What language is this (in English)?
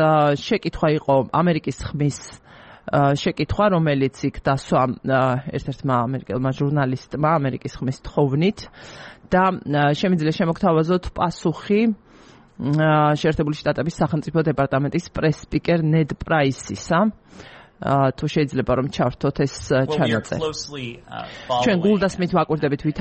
Georgian